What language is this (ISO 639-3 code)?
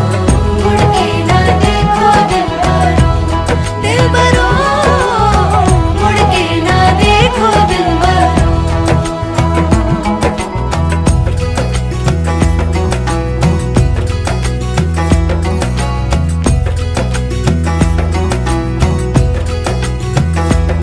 hin